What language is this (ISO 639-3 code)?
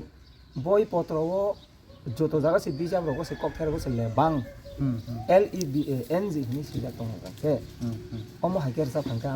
trp